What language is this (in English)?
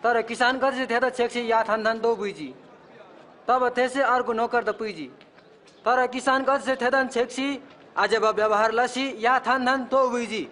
Eastern Tamang